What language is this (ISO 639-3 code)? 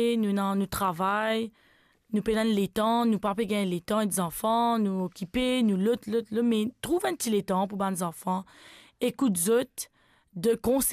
mfe